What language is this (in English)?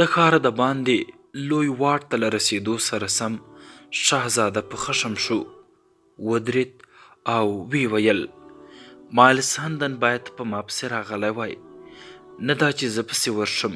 Pashto